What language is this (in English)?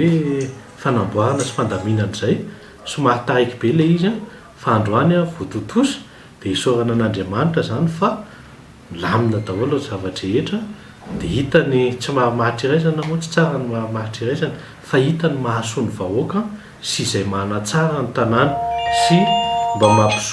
Malagasy